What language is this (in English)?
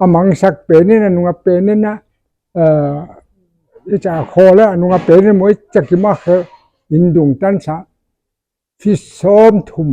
Paite Chin